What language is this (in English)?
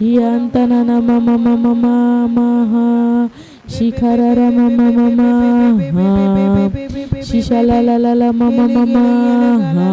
Tem